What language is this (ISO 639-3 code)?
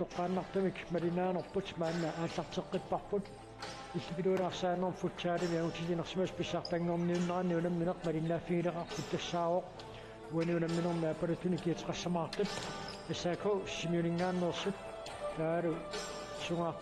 kal